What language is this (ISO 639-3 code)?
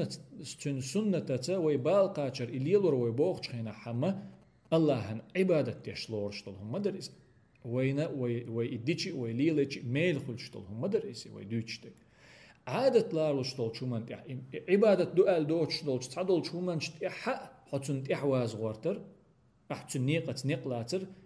che